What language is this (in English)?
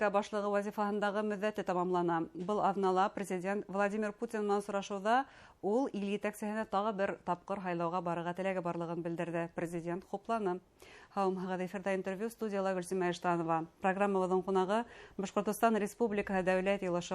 Bashkir